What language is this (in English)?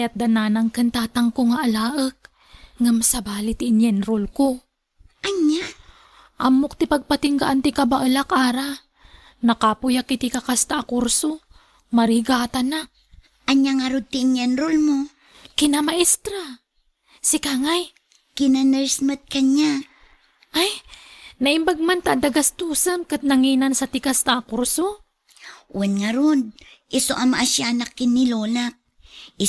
Iloko